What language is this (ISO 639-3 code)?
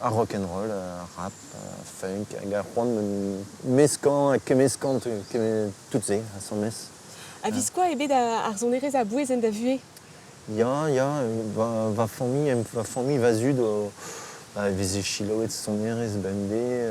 bre